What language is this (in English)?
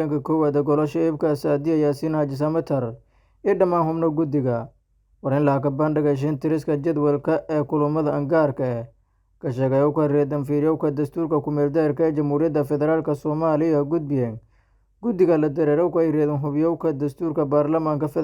Somali